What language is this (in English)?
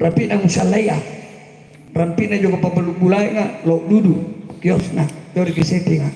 Makasar